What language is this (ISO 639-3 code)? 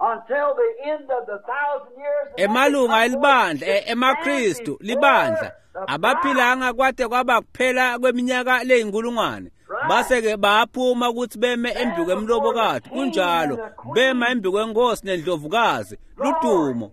ssw